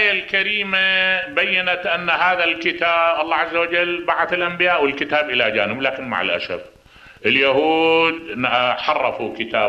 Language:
Mesopotamian Arabic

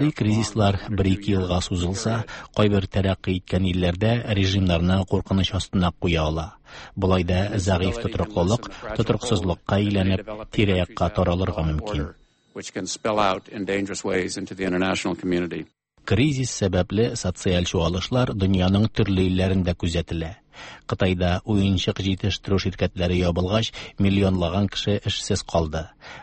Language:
Tatar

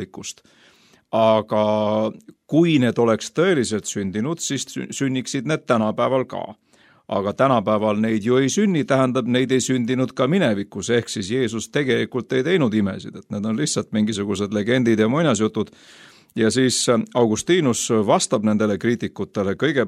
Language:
Estonian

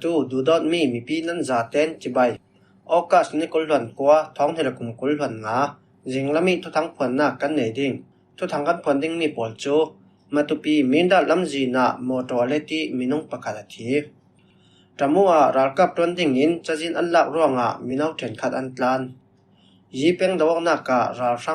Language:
Falam Chin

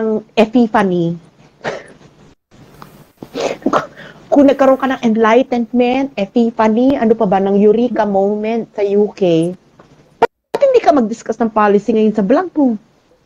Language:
Filipino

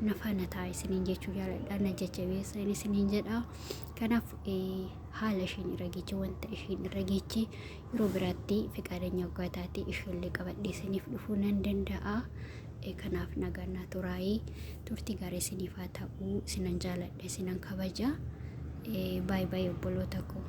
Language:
Oromo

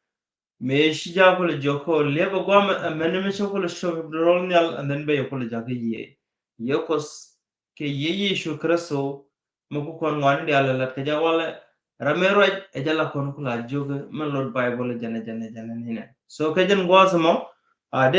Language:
Nuer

